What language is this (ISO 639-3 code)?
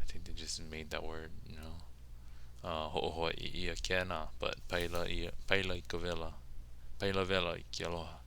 haw